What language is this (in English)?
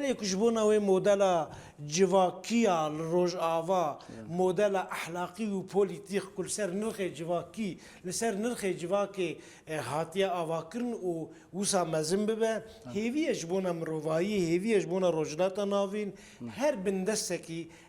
Kurdish